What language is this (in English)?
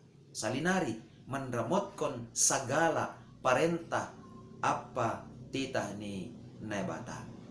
Batak Simalungun